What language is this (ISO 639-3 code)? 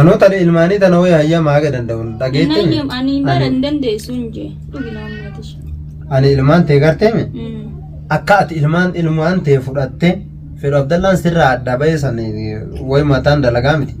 orm